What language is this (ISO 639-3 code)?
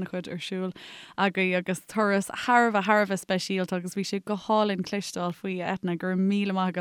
gle